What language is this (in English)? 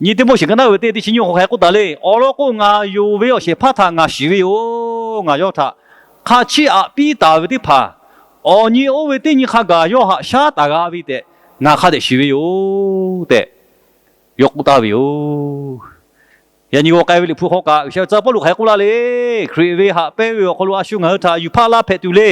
Lahu